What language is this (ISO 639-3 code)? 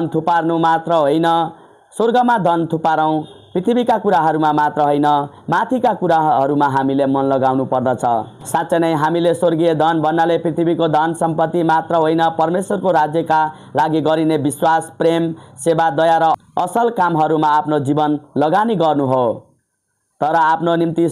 nep